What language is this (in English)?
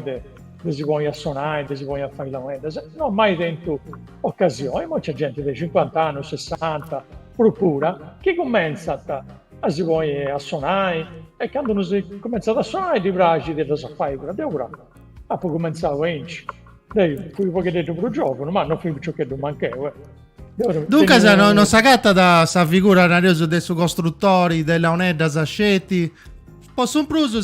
Sardinian